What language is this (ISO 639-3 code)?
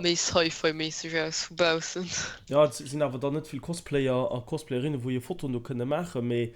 ltz